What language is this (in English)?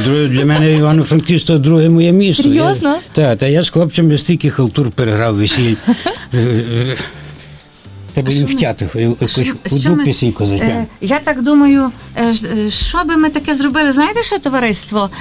Ukrainian